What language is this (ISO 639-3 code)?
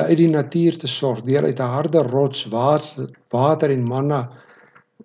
afr